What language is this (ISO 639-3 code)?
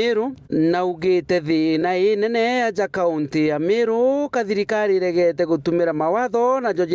mer